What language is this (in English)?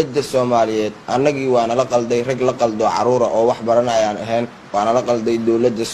Somali